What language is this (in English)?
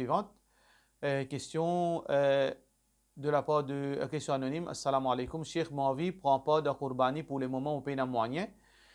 Morisyen